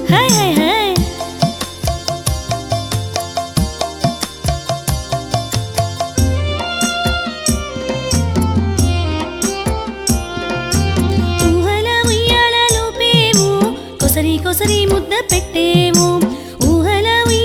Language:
Telugu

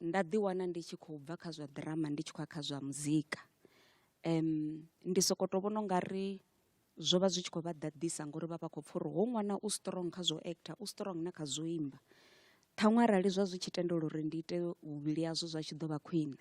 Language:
Venda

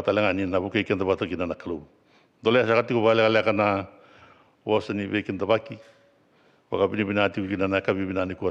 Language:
Fijian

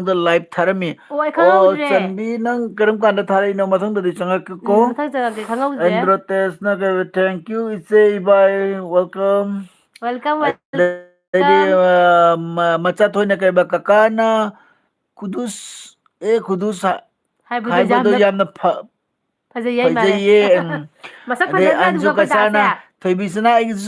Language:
Manipuri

